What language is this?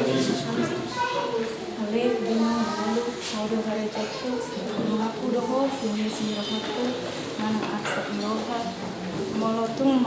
Batak Toba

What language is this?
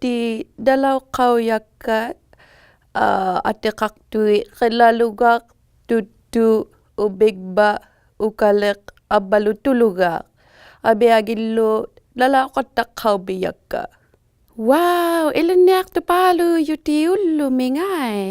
Inuktitut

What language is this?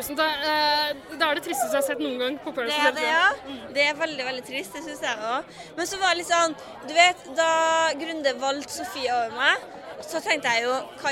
Norwegian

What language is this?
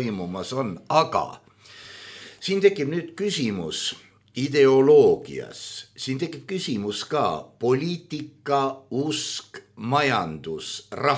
Estonian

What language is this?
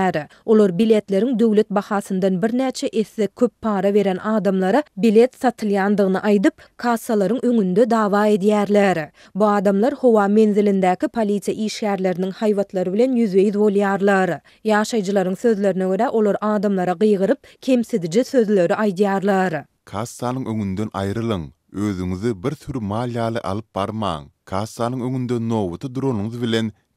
Turkmen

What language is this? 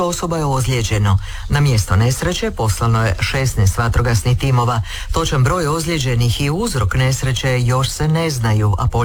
Croatian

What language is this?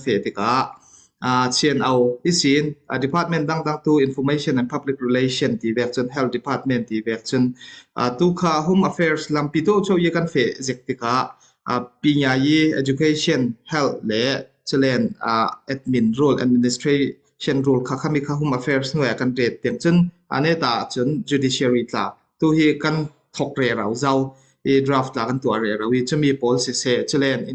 Falam Chin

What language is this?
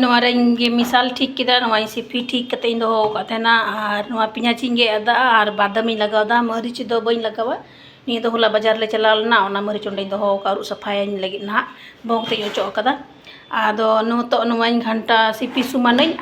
Santali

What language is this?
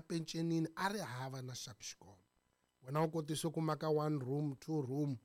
Tsonga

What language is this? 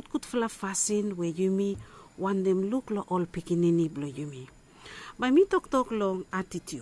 Bislama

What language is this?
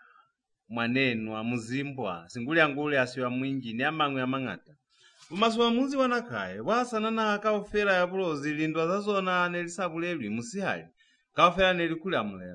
Lozi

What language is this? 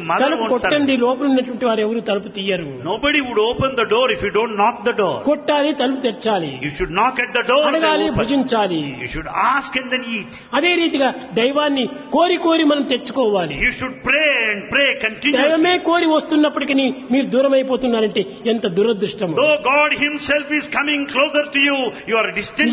Telugu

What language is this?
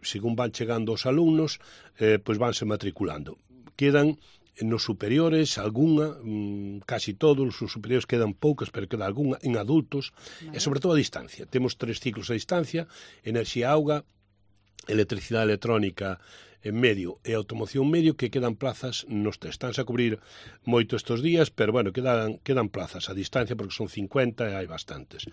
Galician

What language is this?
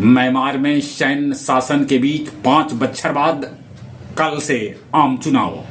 Magahi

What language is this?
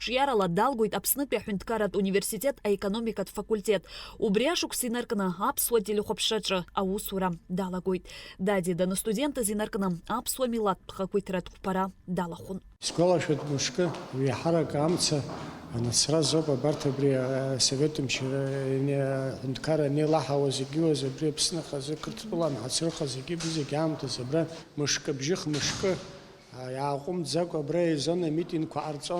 Abkhazian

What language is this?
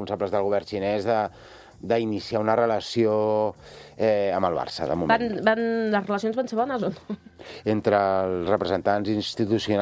Catalan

